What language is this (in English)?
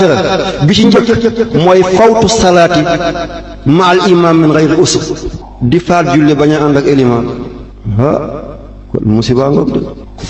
Wolof